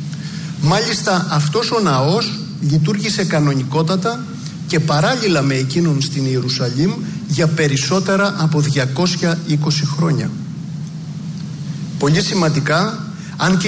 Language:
Greek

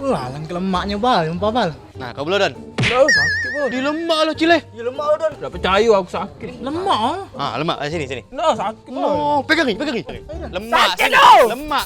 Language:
Musi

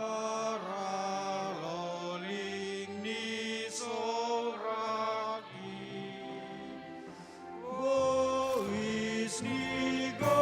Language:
Batak Simalungun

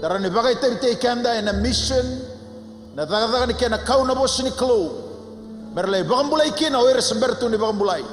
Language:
Fijian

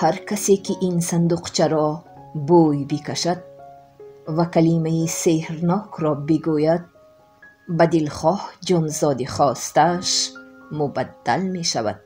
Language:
Tajik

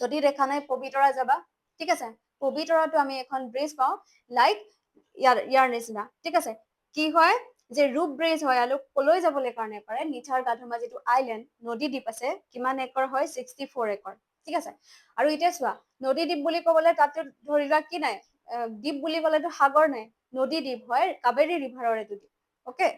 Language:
Assamese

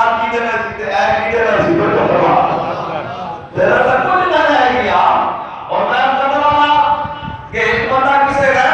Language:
Saraiki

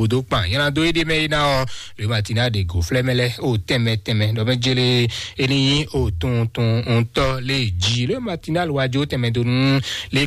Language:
Fon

